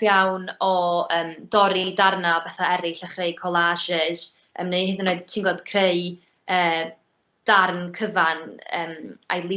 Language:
Welsh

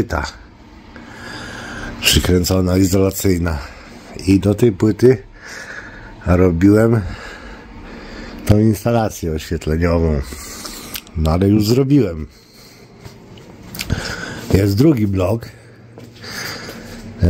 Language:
Polish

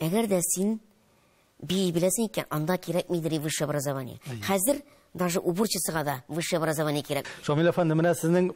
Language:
Tatar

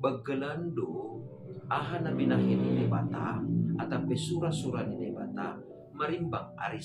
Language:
Batak Simalungun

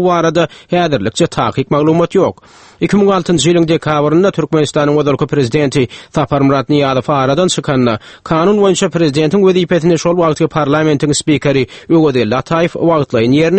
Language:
Turkmen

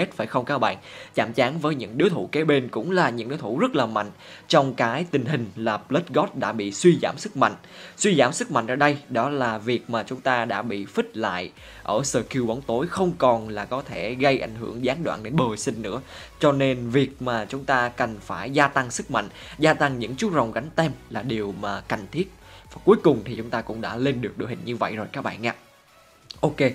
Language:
Vietnamese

